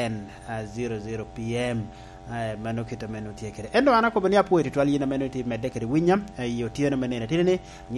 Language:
Lango (Uganda)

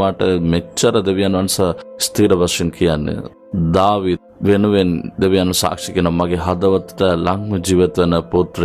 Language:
Sinhala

